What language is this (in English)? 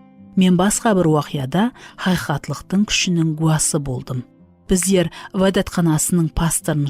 Kara-Kalpak